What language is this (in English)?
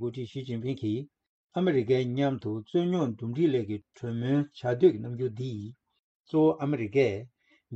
Tibetan